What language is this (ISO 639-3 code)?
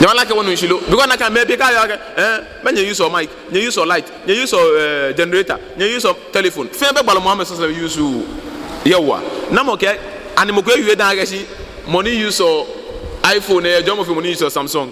gaa